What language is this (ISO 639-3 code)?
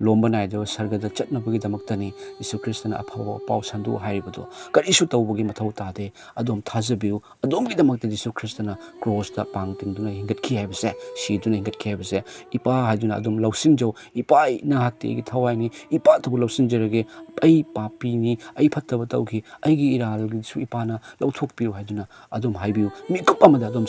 mni